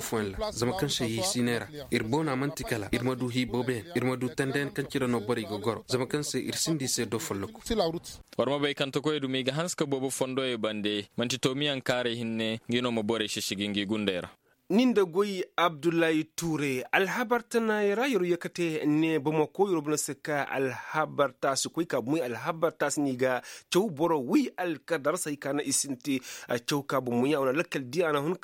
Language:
Koyraboro Senni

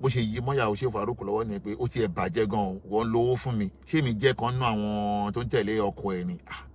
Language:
Yoruba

